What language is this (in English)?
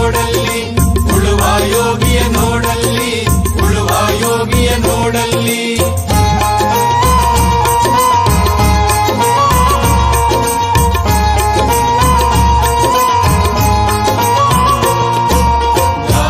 Kannada